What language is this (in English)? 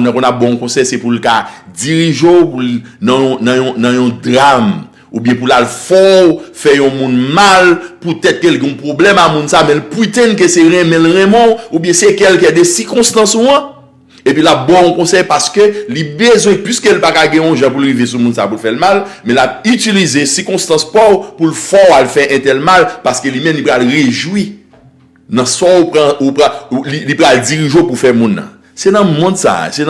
Haitian Creole